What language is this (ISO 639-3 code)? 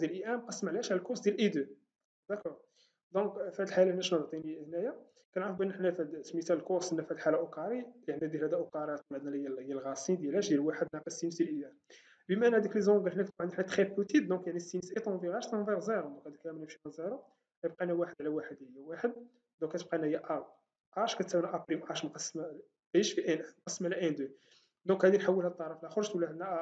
ary